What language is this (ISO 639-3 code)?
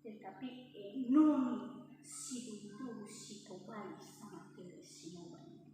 nia